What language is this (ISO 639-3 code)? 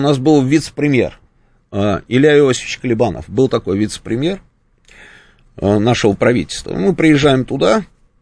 rus